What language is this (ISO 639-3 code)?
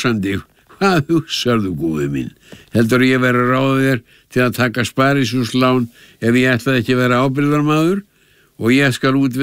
isl